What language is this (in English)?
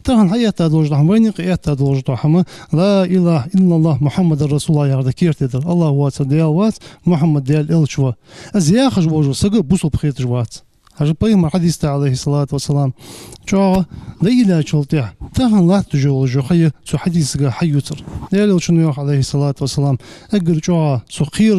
Ingush